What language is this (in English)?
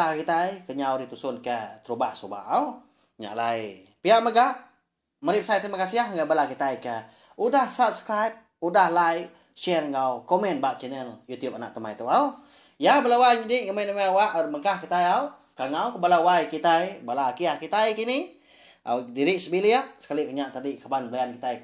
Iban